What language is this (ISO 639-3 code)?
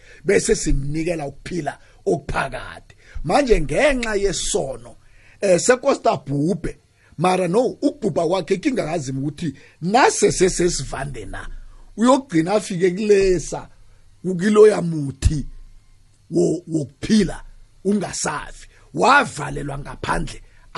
nbl